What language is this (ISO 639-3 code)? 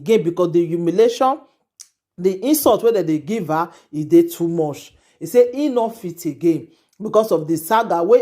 pcm